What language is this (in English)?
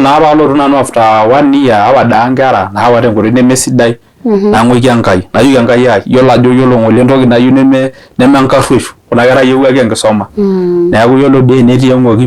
Masai